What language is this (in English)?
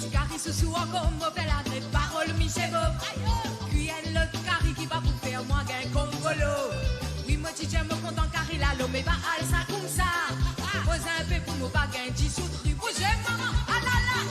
Morisyen